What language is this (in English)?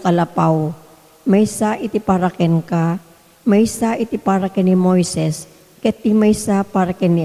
Iloko